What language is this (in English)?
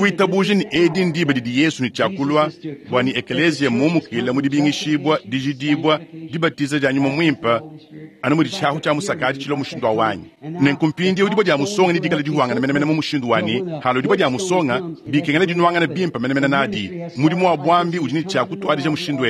Luba-Lulua